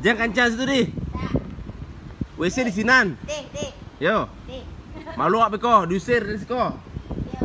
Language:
Minangkabau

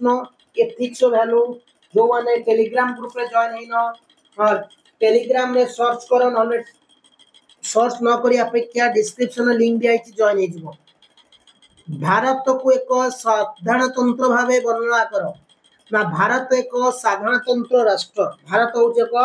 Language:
Odia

